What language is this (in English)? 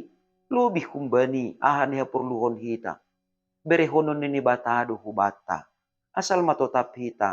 Batak Simalungun